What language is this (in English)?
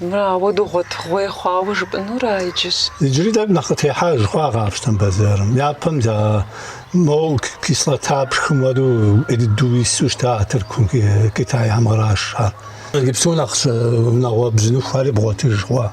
Kabardian